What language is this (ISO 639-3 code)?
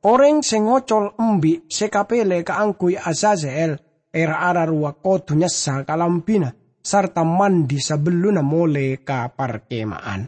mad